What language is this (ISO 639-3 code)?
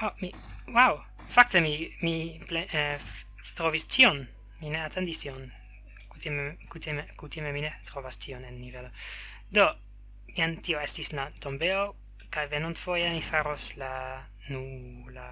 epo